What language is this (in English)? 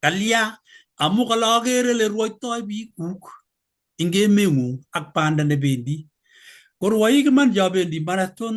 Kalenjin